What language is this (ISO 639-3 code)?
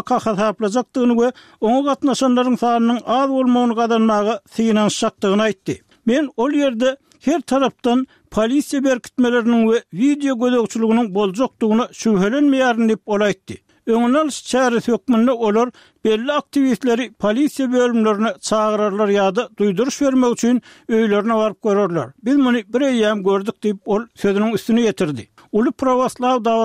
tuk